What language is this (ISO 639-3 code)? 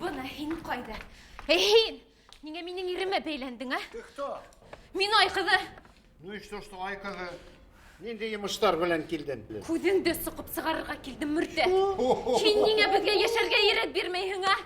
bak